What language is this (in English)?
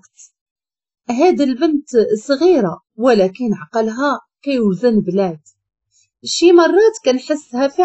Moroccan Arabic